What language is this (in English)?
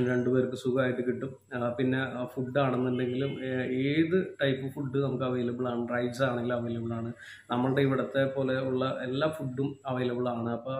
Malayalam